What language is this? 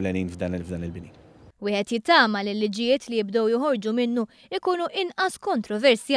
Maltese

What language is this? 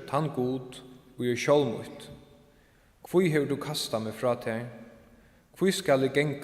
Faroese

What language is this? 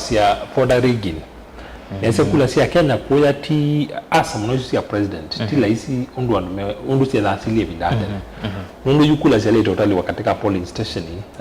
Kamba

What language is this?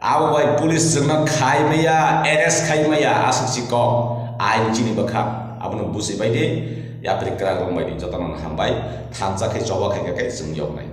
Kok Borok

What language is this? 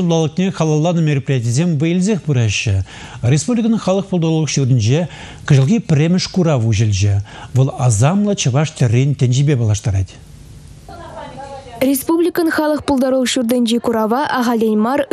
Chuvash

